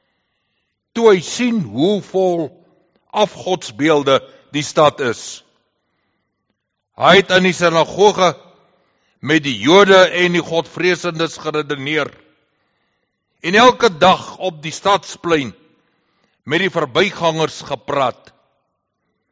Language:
Afrikaans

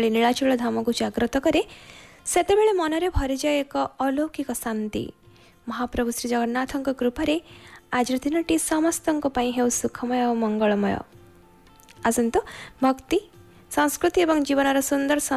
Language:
Odia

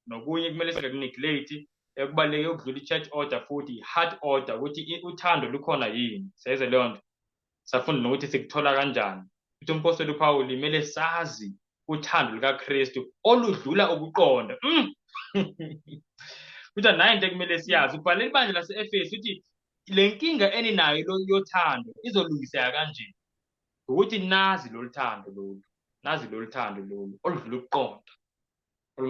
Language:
Zulu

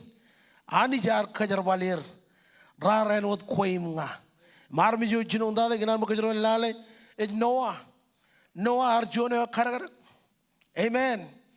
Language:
Marshallese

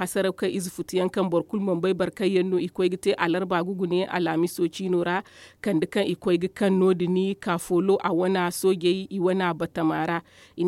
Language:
Zarma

